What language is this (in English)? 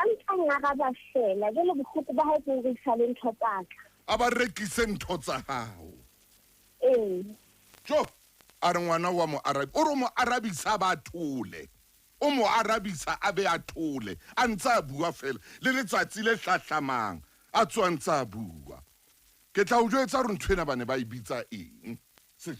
Southern Sotho